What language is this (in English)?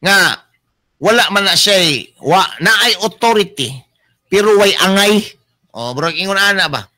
Cebuano